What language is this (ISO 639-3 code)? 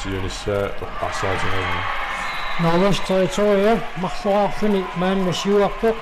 kal